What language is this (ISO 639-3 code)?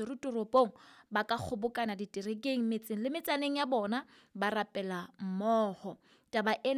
sot